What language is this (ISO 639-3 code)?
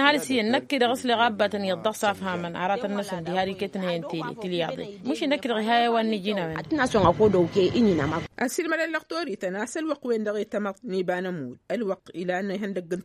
taq